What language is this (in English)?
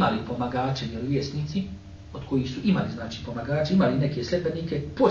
Bosnian